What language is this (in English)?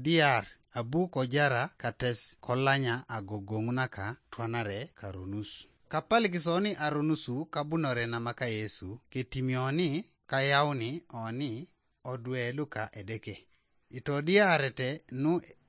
Teso